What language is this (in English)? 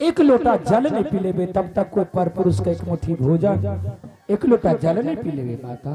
Angika